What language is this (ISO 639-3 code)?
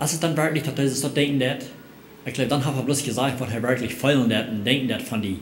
pdt